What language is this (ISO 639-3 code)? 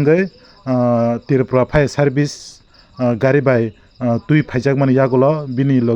trp